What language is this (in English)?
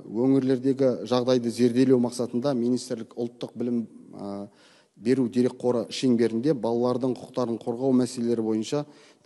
Kazakh